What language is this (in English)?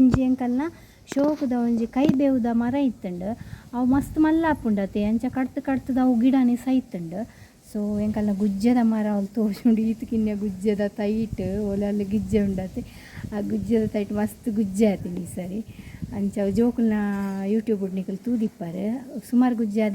Tulu